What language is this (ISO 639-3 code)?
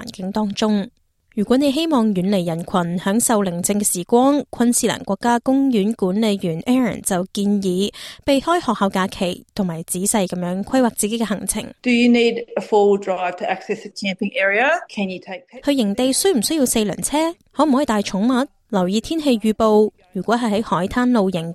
yue